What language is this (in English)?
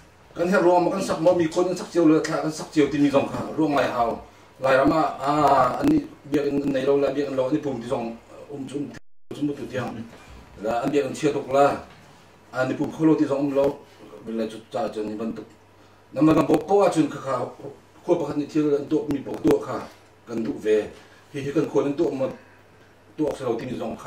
Hakha Chin